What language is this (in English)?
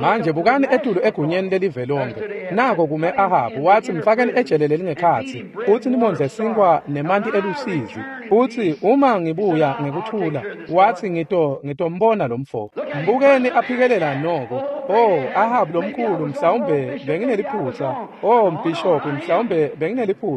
Swati